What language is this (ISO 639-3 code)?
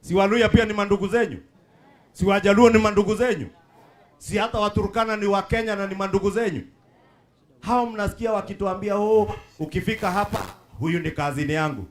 swa